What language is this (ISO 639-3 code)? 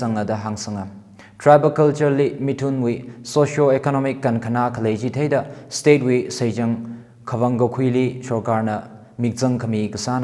nmf